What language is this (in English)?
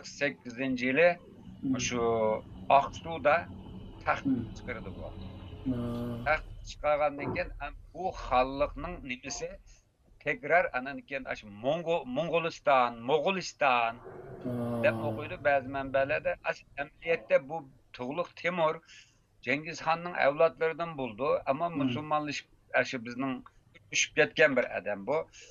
Uyghur